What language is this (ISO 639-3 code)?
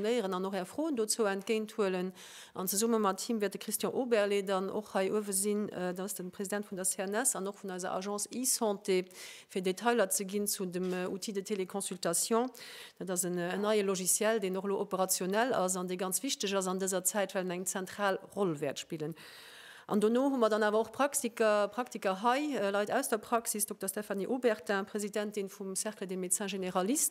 ltz